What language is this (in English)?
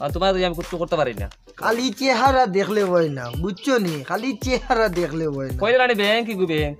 Sylheti